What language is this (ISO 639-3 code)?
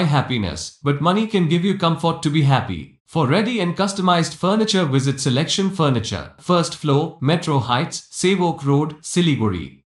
ben